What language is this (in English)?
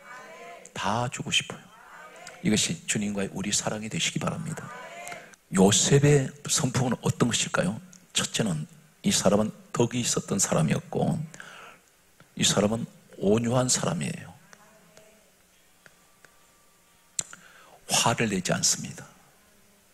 Korean